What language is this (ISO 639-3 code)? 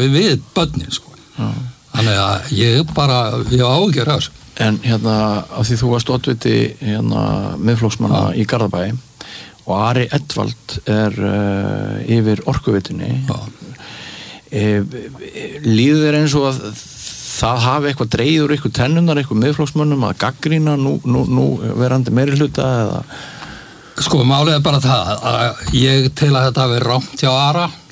isl